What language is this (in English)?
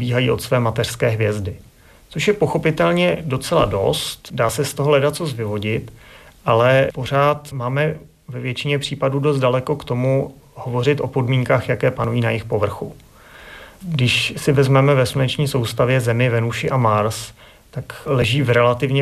Czech